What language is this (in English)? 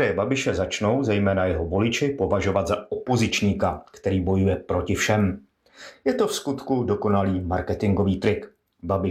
Czech